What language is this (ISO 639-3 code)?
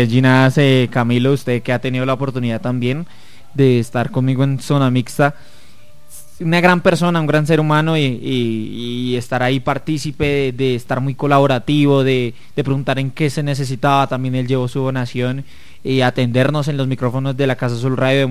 spa